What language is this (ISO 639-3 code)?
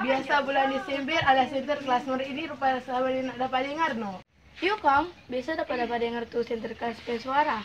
xmm